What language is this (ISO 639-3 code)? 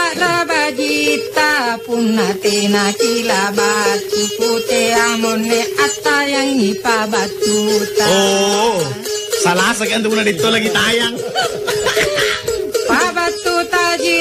mak